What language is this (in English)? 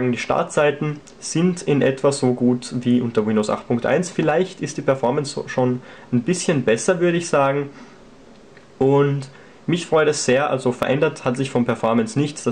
German